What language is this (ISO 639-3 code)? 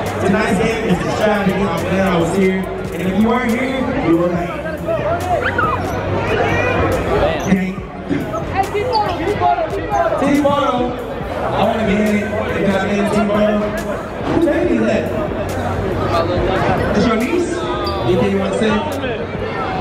eng